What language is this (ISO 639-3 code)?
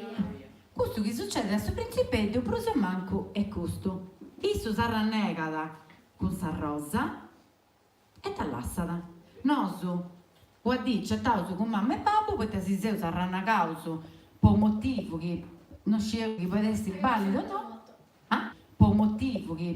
srd